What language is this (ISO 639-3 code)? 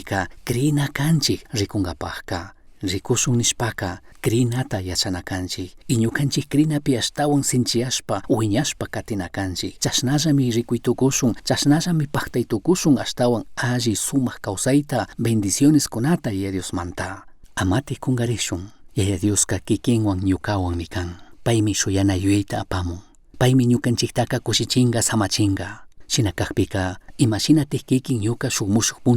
qug